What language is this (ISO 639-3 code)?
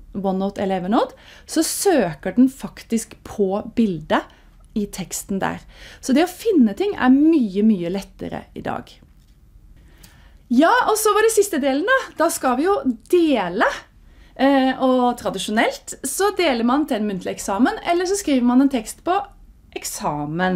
nor